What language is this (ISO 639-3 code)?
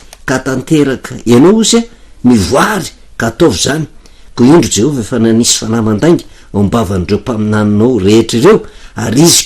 mlg